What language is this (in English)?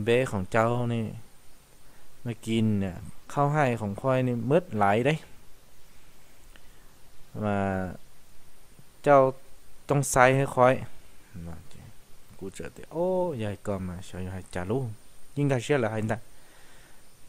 Vietnamese